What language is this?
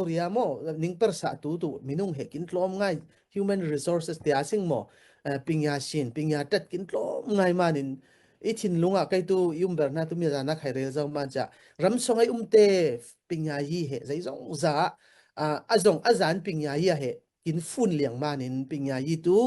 Falam Chin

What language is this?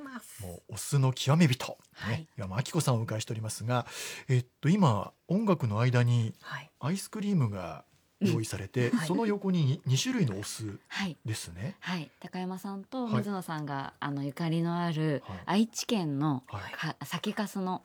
Japanese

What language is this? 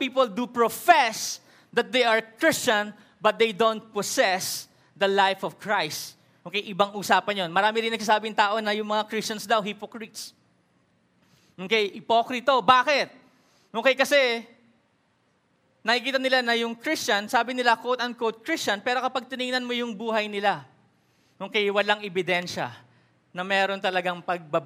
Filipino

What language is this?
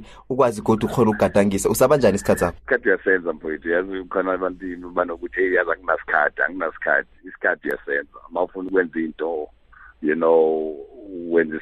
South Ndebele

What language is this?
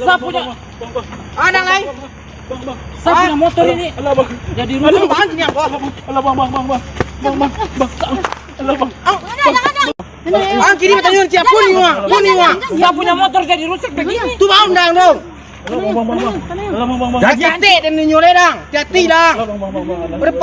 Minangkabau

